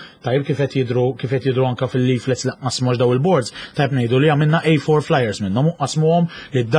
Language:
Maltese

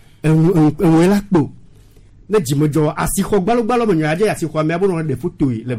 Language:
Gen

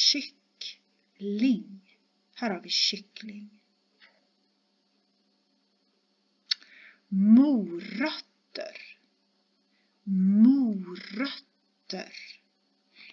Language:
Swedish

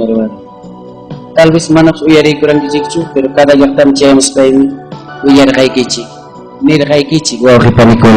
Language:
Ayacucho Quechua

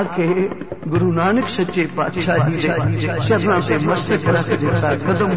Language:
Punjabi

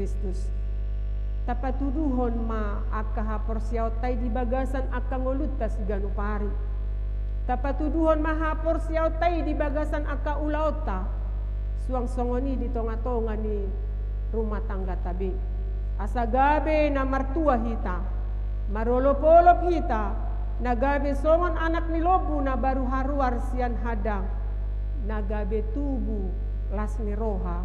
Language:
Batak Toba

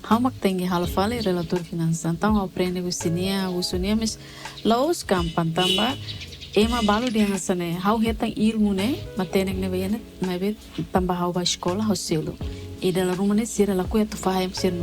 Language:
Tetum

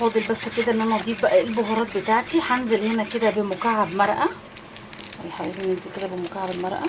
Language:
Egyptian Arabic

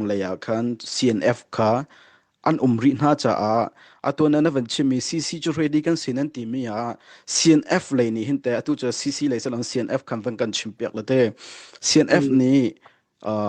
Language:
Hakha Chin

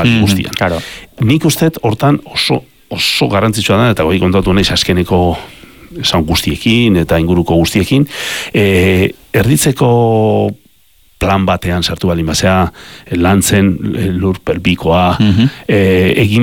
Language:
Basque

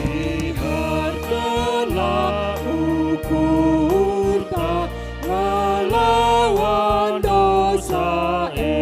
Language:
Batak Karo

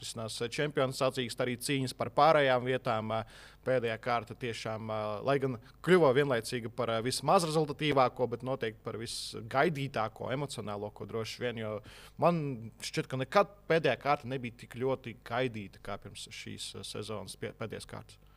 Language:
Latvian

